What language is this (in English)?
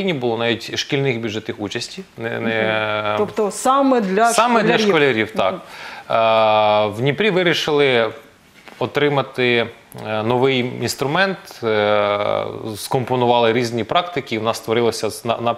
Ukrainian